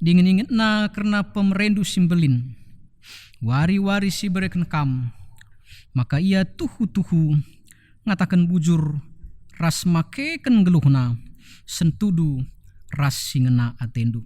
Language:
Batak Karo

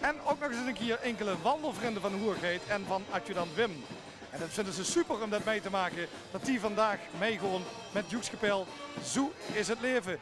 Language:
Limburgish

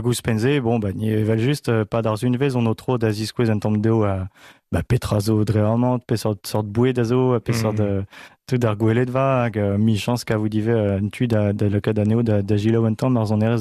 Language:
Breton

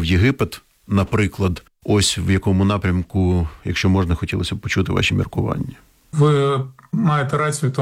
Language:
Ukrainian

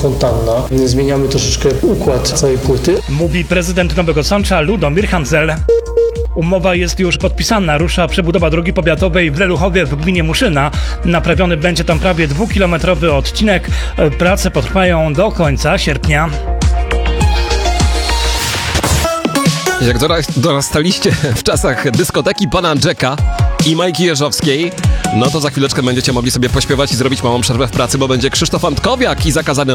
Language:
Polish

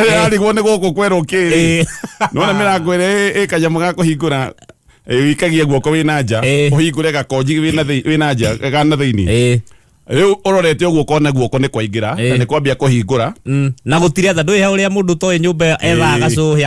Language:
Kikuyu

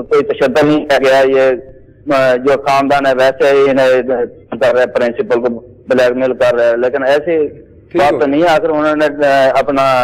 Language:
Urdu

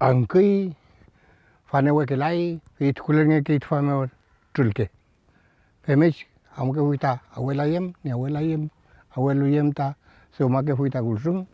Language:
Mapuche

